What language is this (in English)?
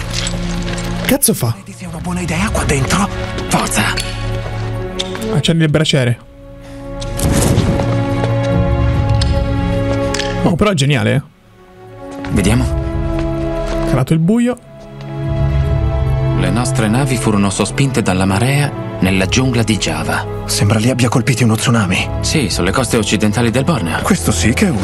Italian